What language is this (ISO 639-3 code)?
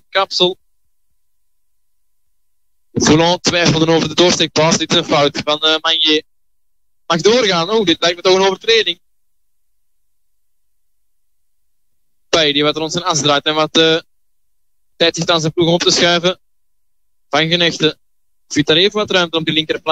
nld